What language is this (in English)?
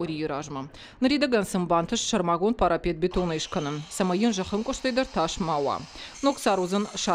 Ossetic